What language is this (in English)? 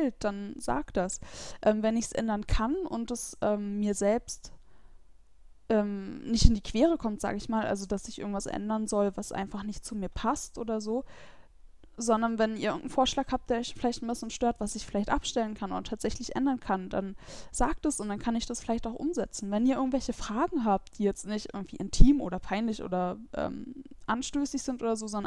German